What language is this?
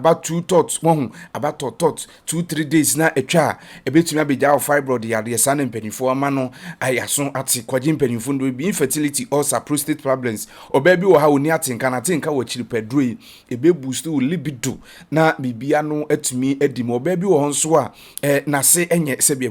Akan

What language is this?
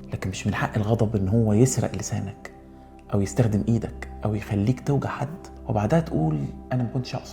Egyptian Arabic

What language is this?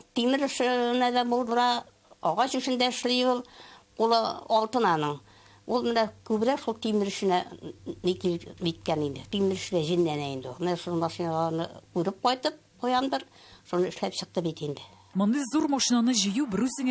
Tatar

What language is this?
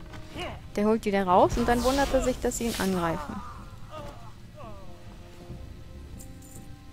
German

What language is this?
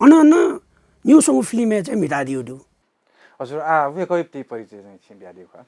Newari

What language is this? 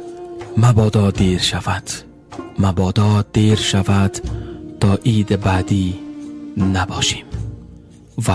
Tajik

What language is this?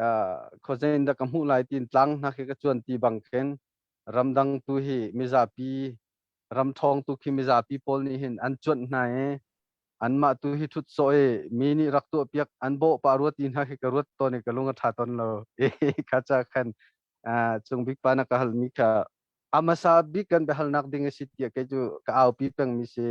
Hakha Chin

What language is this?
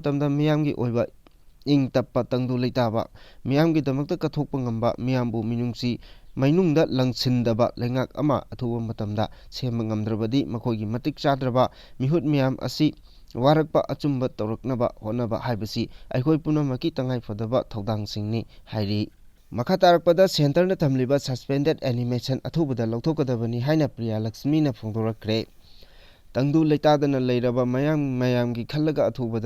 Manipuri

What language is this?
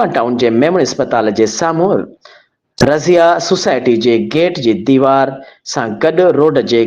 Sindhi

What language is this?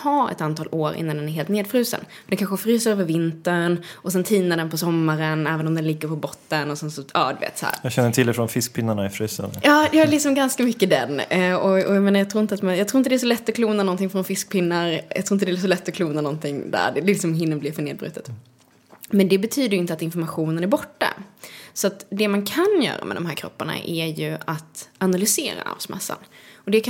Swedish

